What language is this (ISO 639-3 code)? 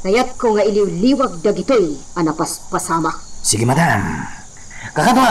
ilo